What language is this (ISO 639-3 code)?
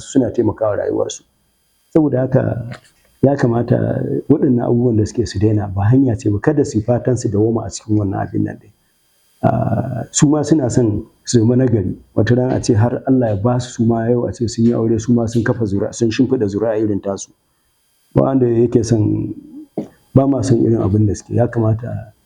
hau